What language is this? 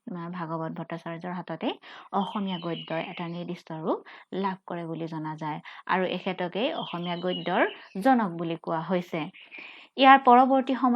Assamese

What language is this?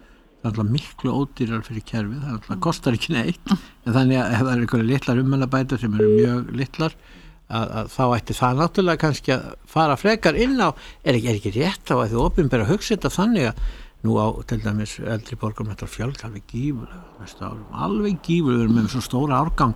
Icelandic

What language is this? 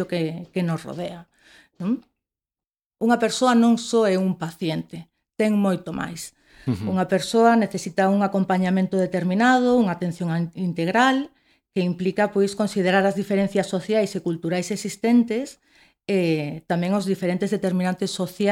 Galician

